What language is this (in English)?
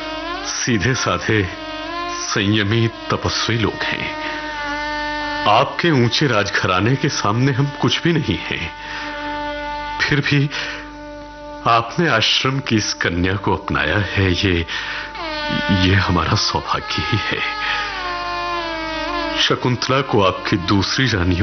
Hindi